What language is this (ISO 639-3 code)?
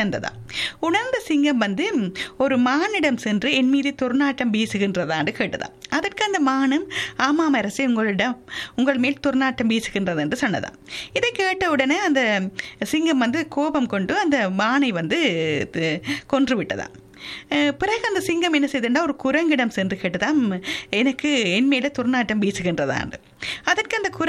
tam